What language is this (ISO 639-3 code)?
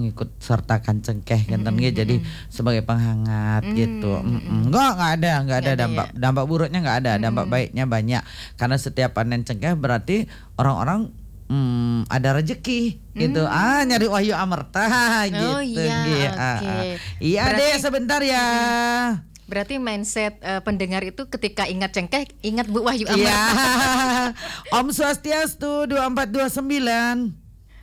ind